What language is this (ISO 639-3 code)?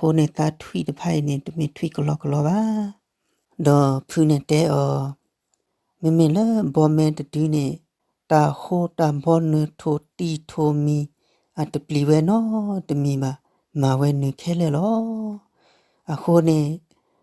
ksw